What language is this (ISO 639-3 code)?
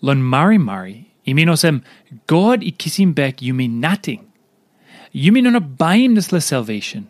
tpi